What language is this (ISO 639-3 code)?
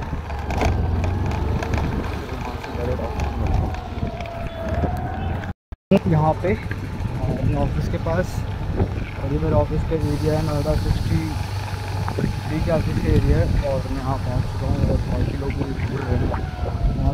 hin